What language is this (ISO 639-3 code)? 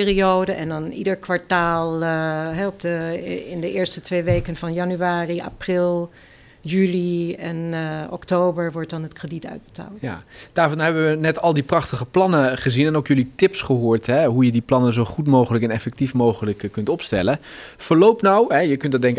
nld